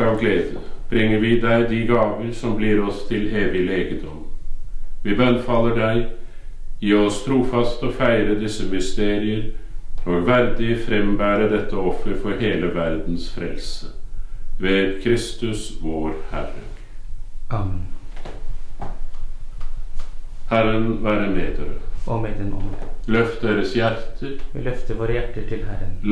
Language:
Norwegian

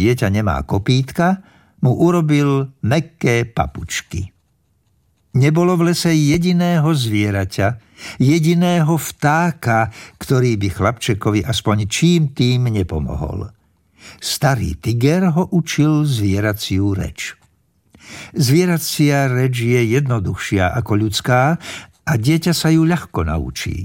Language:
Slovak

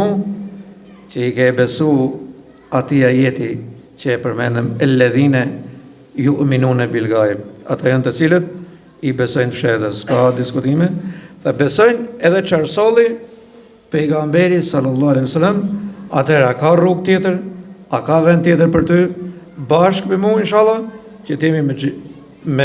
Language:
Albanian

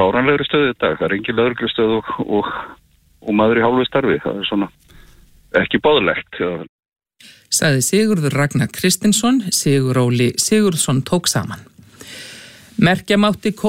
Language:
Icelandic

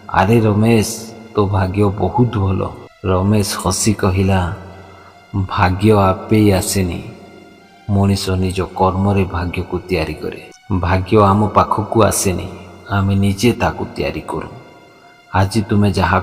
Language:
Odia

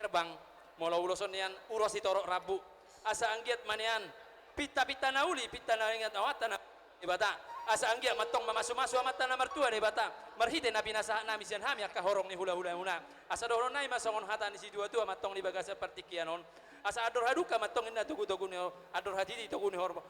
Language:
Batak Toba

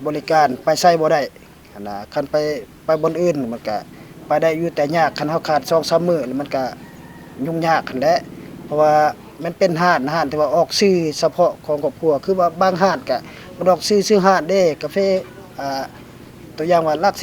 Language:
Lao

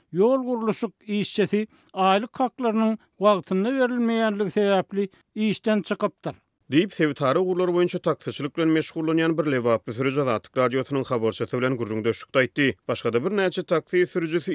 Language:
Turkmen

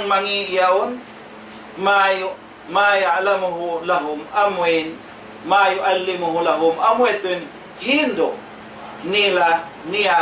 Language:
Tausug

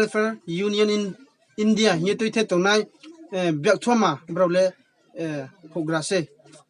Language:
Riang (India)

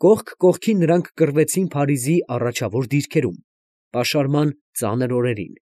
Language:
Armenian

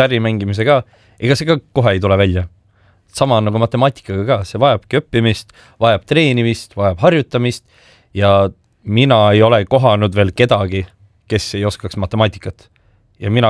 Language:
Estonian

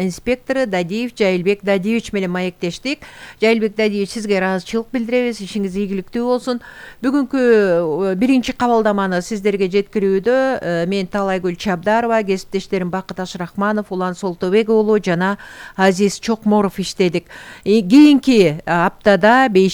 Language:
Kyrgyz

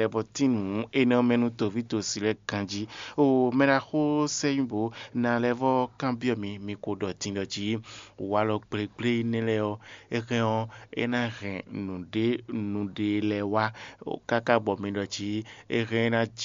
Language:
Fon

